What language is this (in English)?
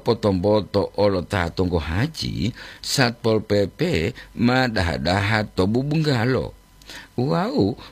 Gorontalo